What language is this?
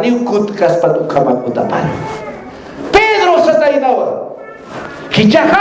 Aymara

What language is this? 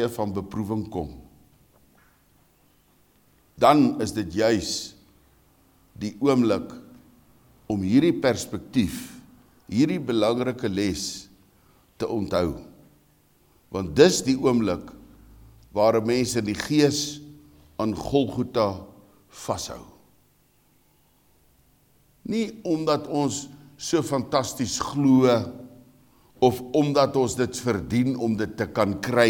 Afrikaans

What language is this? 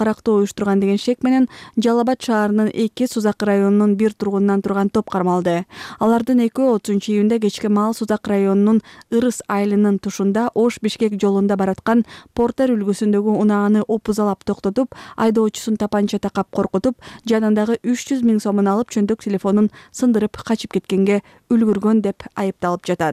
Kyrgyz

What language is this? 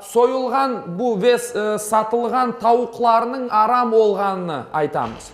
Crimean Tatar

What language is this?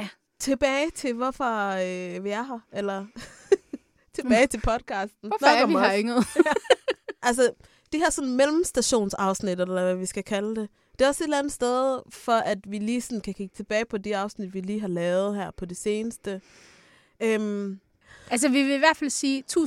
Danish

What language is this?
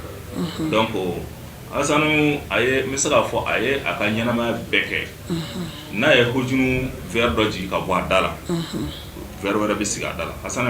Bambara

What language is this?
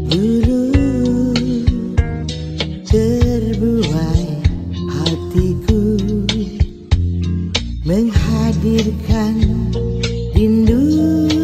Indonesian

